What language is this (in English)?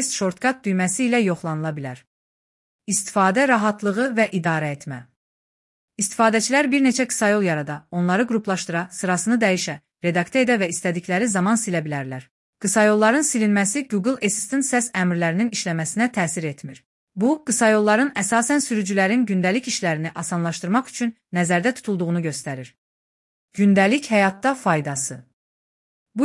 Azerbaijani